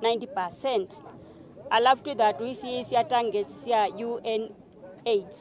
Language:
Kamba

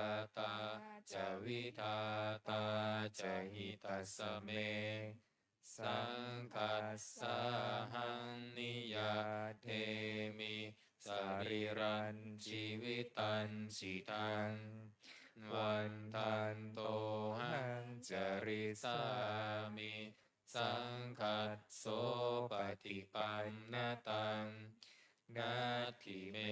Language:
Pali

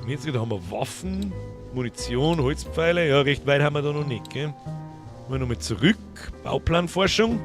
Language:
Bavarian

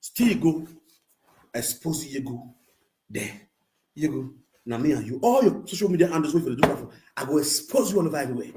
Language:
Nigerian Pidgin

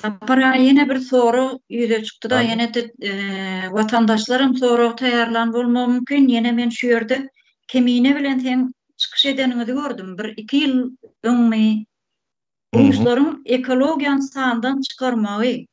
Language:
Turkmen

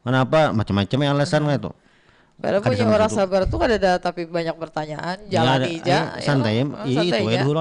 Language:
Banjar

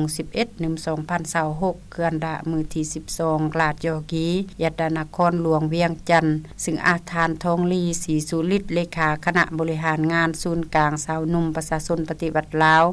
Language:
Lao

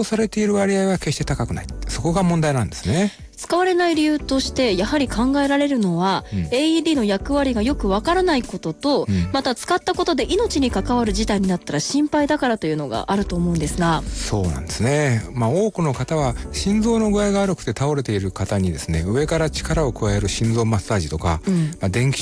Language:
Japanese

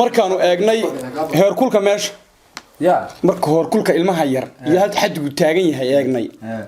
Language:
Somali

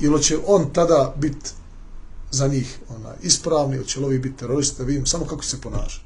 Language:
Bosnian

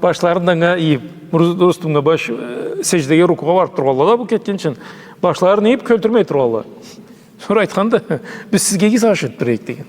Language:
Karachay-Balkar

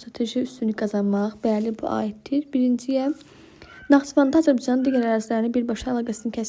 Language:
Azerbaijani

